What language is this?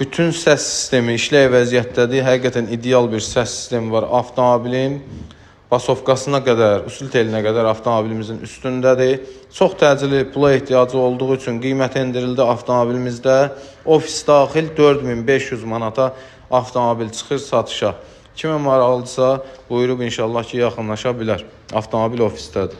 Azerbaijani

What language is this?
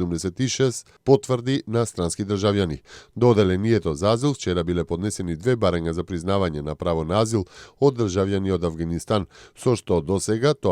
Macedonian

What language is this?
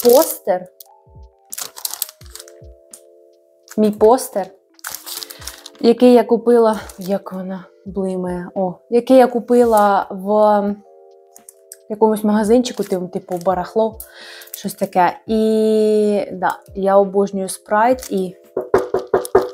Ukrainian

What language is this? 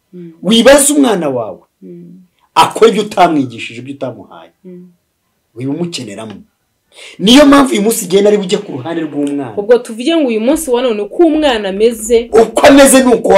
Kinyarwanda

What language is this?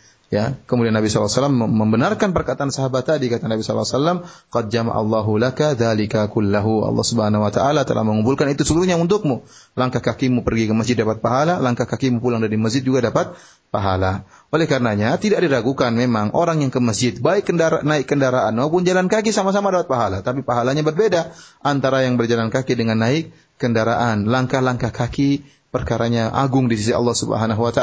Indonesian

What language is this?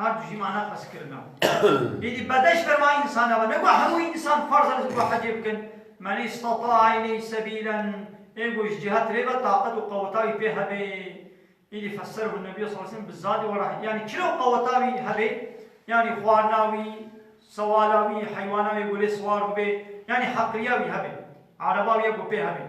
Kurdish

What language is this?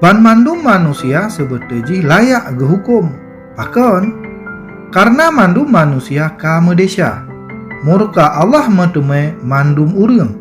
Achinese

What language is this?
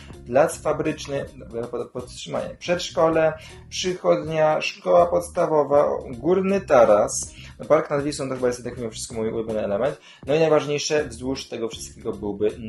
Polish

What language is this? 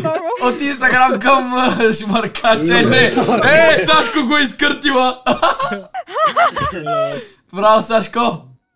Bulgarian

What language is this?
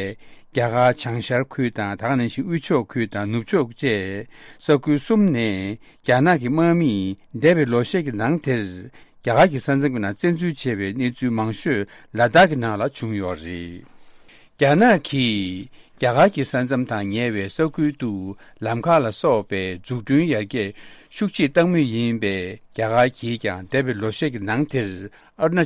Tibetan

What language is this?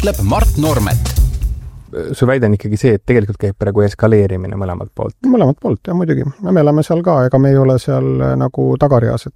Estonian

